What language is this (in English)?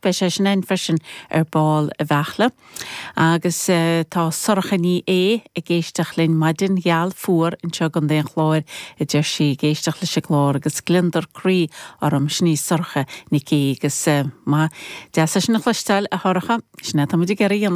Irish